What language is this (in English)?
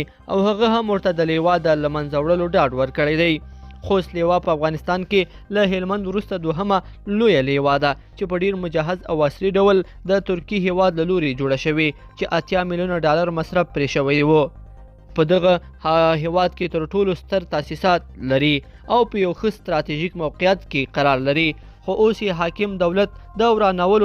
Pashto